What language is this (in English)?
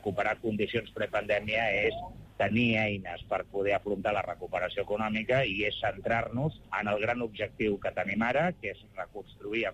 Catalan